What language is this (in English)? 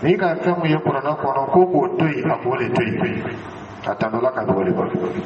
Dyula